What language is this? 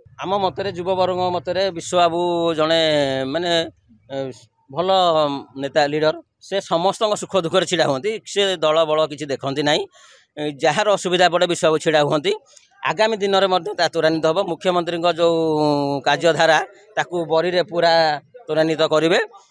Odia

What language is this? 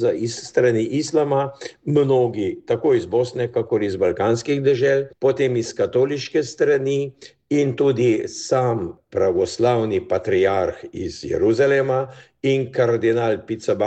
Slovenian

